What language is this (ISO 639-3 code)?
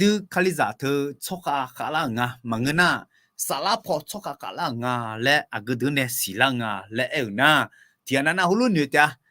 ahk